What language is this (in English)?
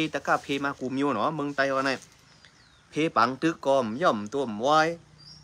Shan